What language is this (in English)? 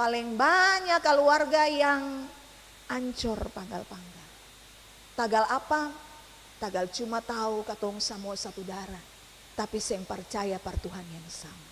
Ambonese Malay